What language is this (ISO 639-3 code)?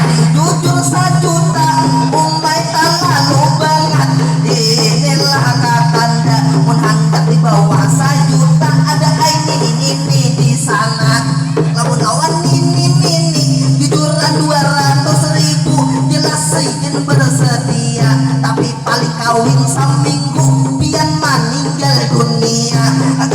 bjn